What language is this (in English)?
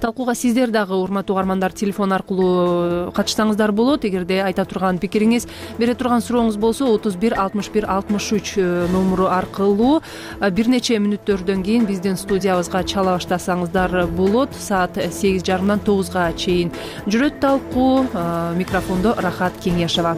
Kyrgyz